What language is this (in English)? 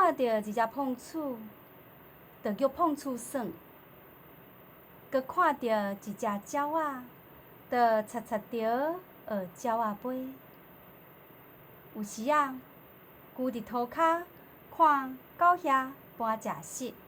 Min Nan Chinese